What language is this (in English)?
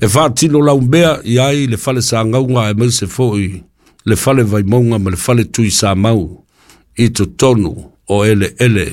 Samoan